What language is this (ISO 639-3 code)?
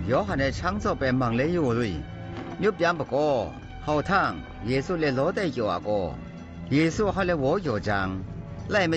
atb